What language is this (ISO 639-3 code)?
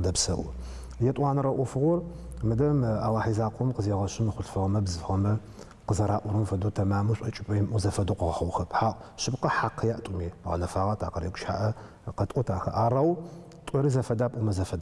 ady